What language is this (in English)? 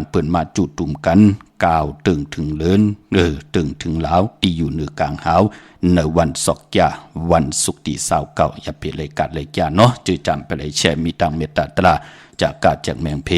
Shan